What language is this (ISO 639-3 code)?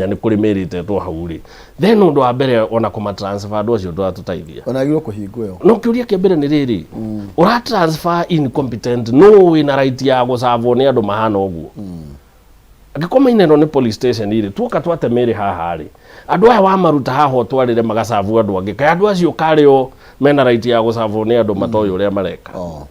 kik